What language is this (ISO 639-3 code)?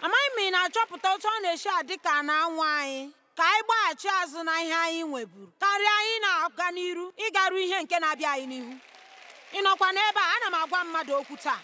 ibo